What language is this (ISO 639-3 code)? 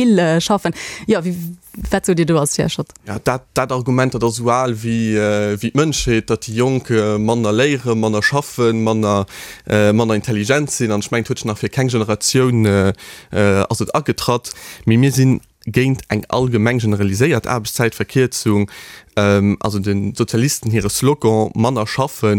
ltz